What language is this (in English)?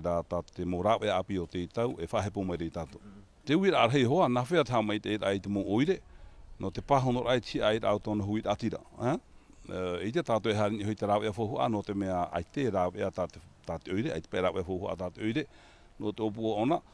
Tahitian